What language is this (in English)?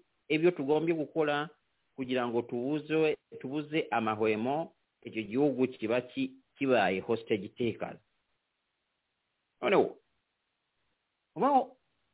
Kinyarwanda